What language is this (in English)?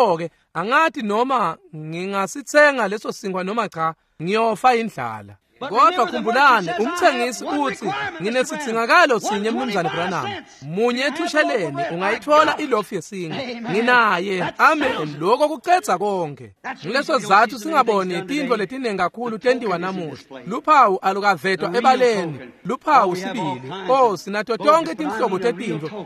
Swati